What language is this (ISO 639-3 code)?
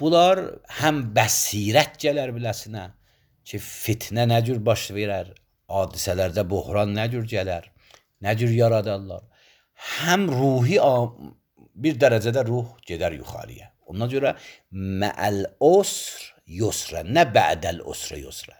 aze